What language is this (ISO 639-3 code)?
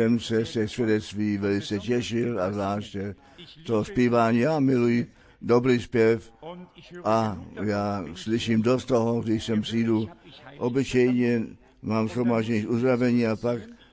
ces